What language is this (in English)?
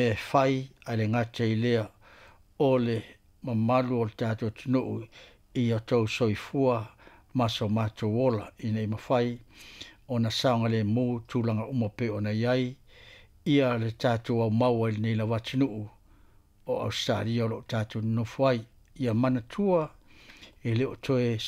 Samoan